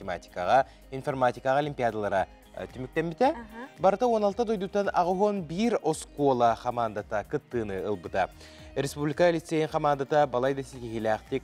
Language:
Yakut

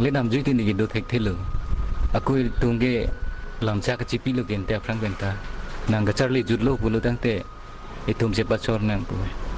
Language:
Karbi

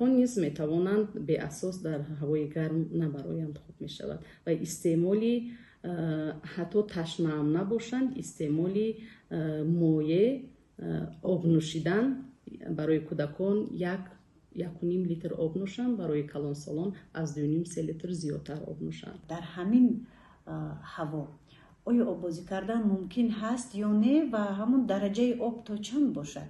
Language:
Tajik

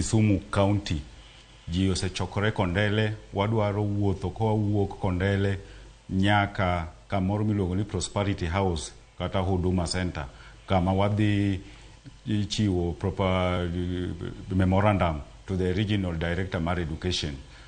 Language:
Luo (Kenya and Tanzania)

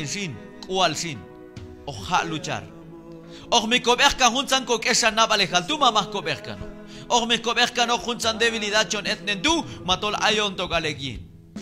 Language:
Q'anjob'al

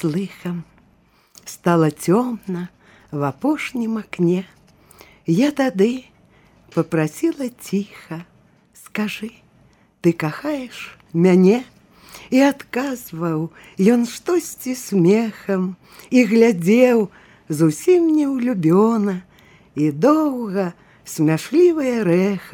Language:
Belarusian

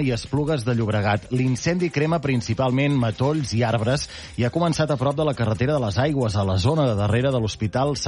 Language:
Catalan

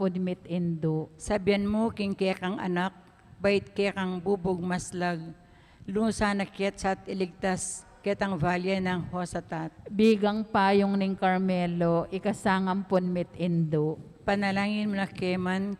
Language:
Pampanga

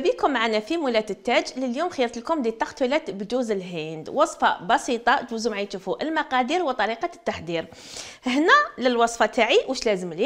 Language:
Algerian Arabic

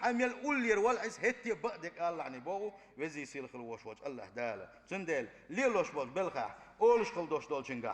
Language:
Chechen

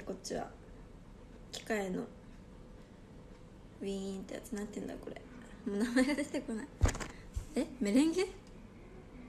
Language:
Japanese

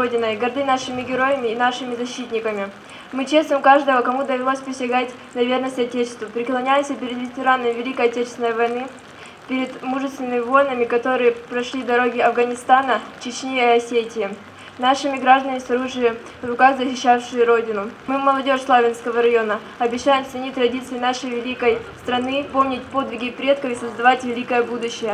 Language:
Russian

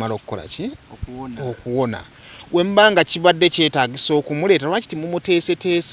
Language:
Ganda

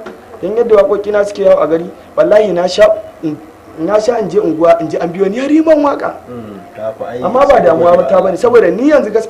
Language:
Hausa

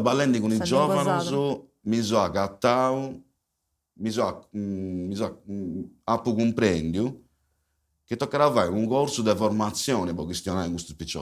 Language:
Sardinian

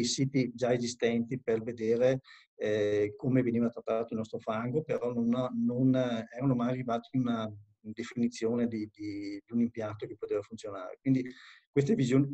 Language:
Italian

